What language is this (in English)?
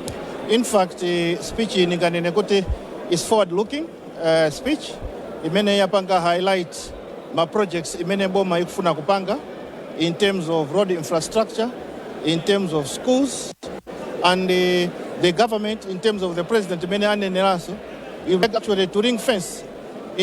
Nyanja